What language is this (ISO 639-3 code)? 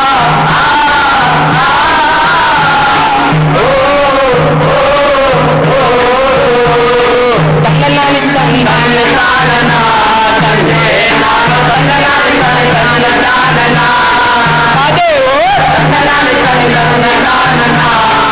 kan